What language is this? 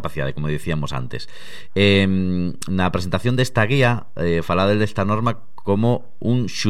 Galician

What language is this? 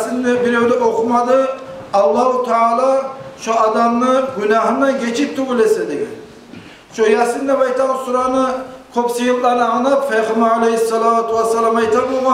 Kumyk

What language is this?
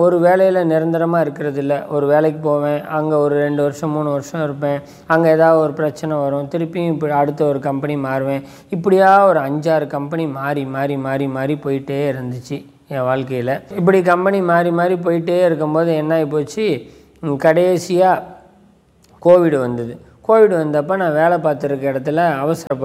Tamil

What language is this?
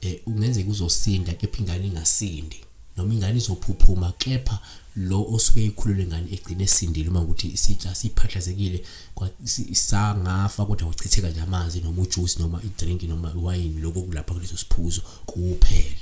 Zulu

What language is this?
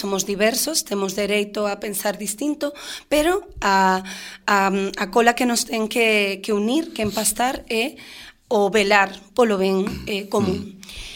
Galician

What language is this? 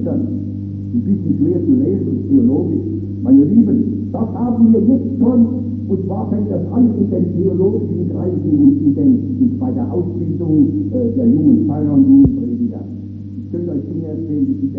German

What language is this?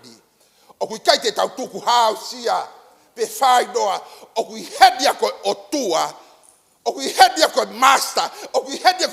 Tongan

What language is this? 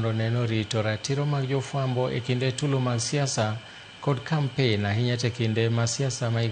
Luo (Kenya and Tanzania)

